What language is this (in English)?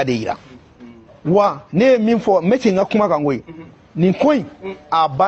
Bambara